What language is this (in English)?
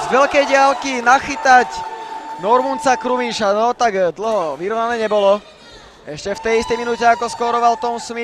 Slovak